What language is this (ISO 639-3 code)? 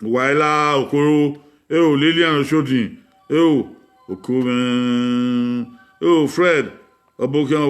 bin